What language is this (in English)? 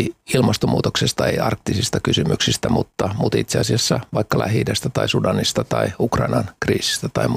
Finnish